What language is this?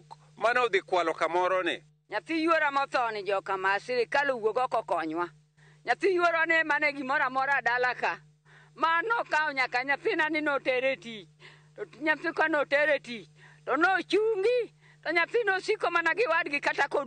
Luo (Kenya and Tanzania)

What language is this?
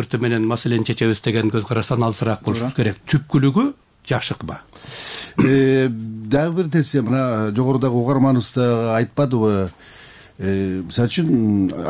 Kyrgyz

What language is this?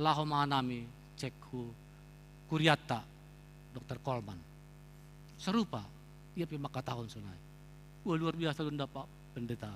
Batak Simalungun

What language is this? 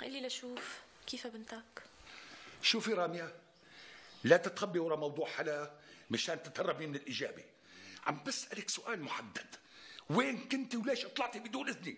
North Levantine Arabic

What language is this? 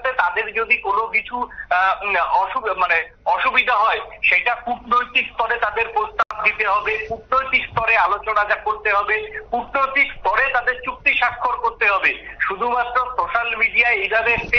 Bangla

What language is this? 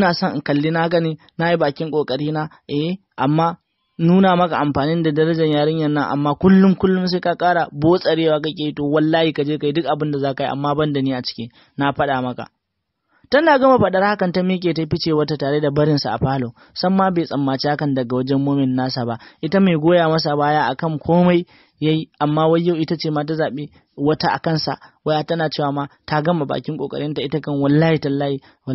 Hausa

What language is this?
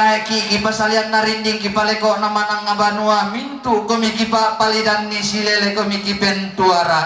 Toraja-Sa'dan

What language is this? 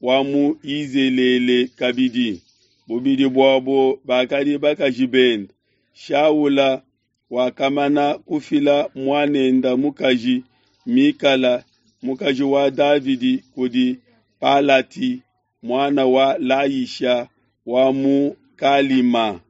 Luba-Lulua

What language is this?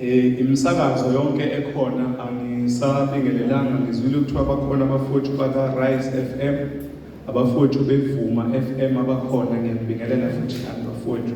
Zulu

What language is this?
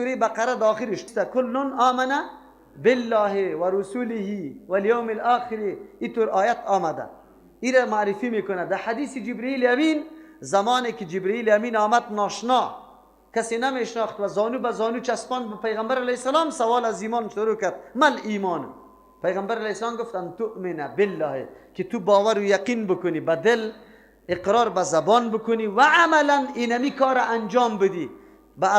Persian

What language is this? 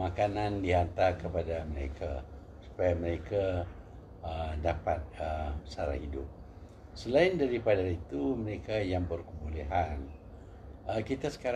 Malay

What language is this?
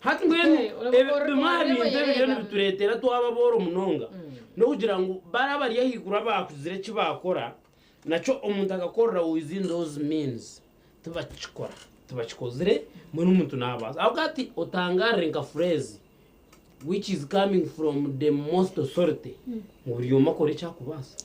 Nyankole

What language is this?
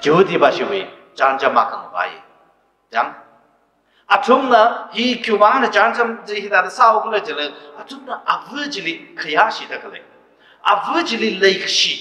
Tangkhul Naga (India)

